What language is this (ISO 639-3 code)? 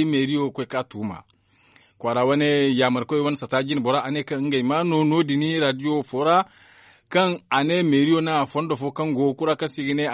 dje